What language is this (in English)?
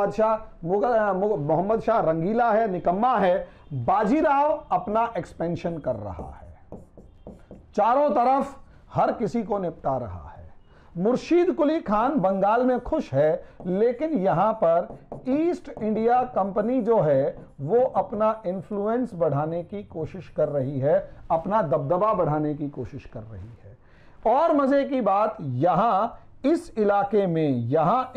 Hindi